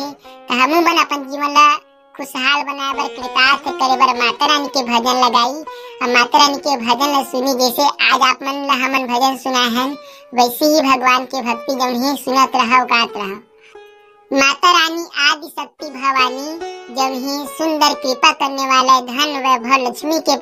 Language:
Chhattisgarhi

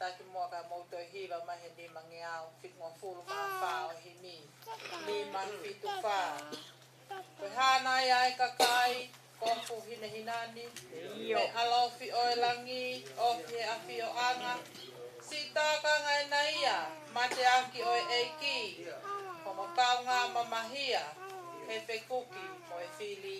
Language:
Tongan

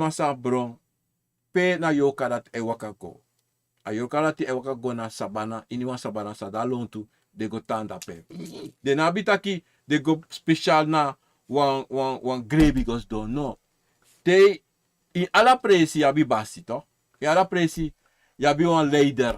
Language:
Sranan Tongo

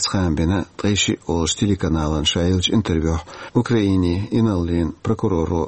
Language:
Chechen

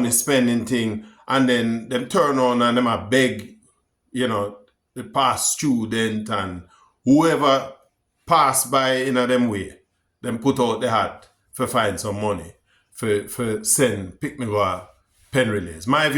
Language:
Jamaican Creole English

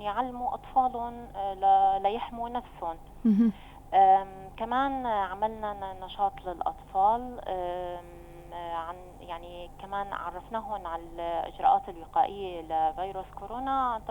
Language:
North Levantine Arabic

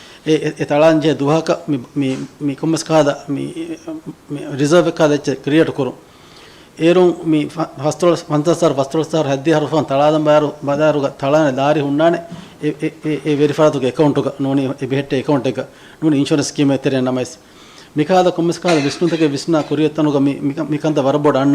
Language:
Divehi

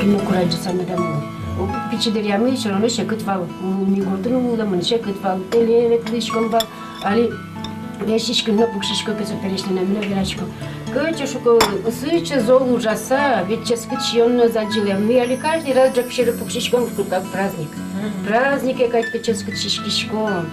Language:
Udmurt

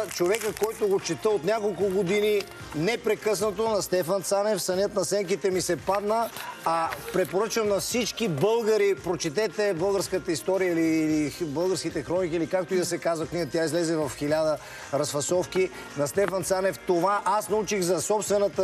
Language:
Bulgarian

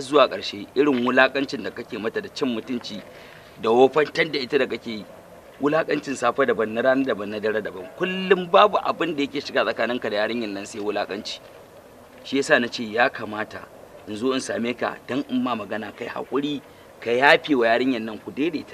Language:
Hausa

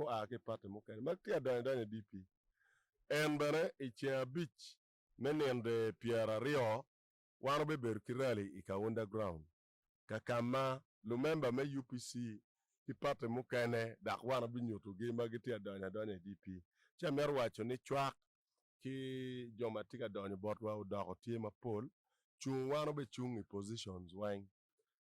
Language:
Acoli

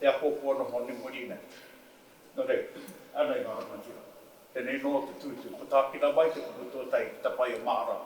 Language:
Māori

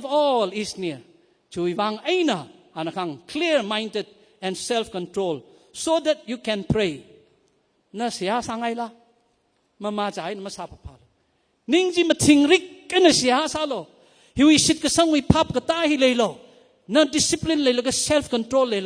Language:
Tangkhul Naga (India)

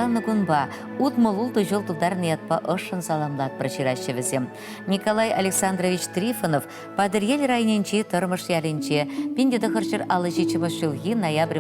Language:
Chuvash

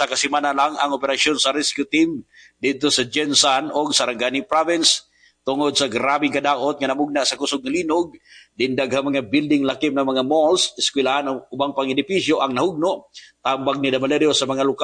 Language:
Cebuano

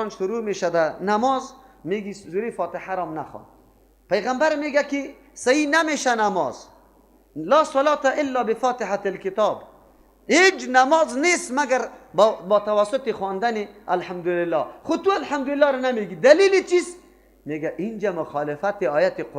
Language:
Persian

